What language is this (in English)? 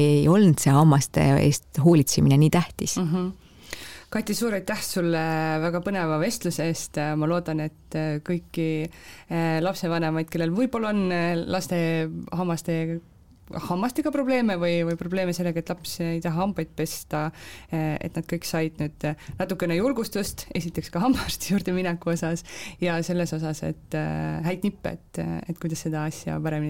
Estonian